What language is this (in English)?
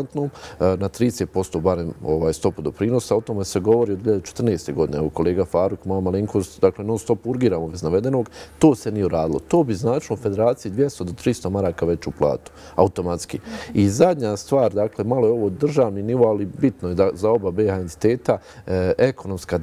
Bosnian